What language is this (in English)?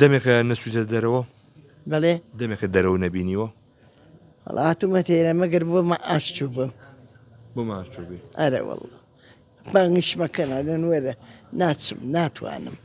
Central Kurdish